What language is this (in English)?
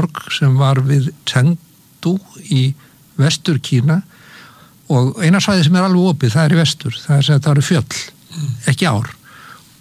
Icelandic